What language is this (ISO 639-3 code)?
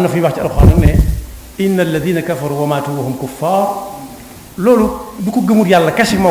wol